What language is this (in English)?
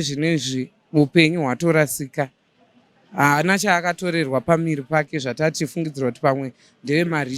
Shona